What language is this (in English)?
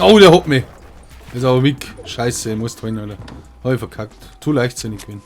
Bavarian